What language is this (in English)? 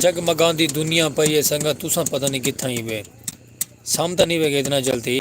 Saraiki